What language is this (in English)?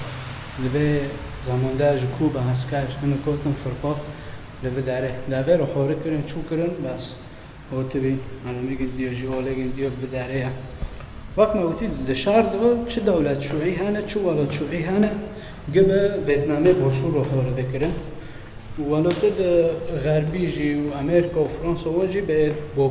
Kurdish